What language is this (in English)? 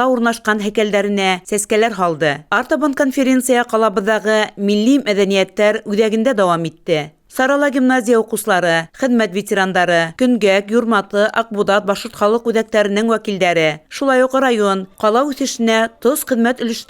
Bashkir